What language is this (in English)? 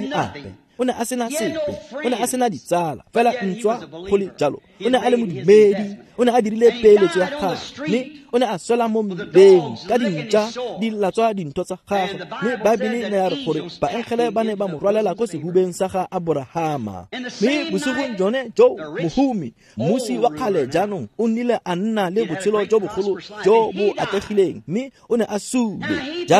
Tswana